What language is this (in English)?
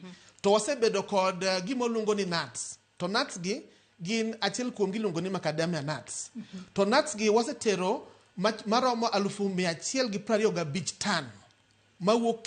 Luo (Kenya and Tanzania)